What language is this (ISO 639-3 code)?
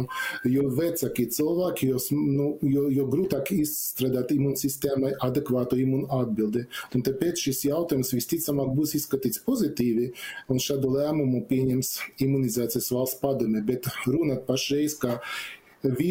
lav